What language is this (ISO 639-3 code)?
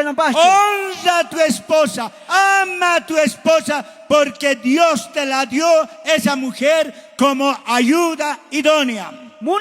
quh